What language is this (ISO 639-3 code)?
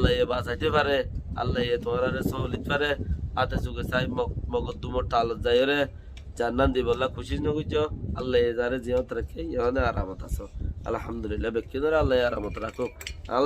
rhg